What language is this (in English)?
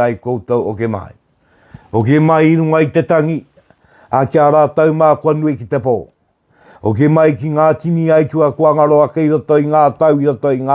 Māori